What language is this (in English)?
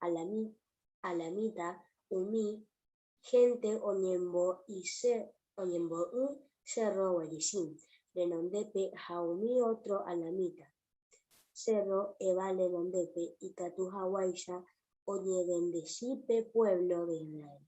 Guarani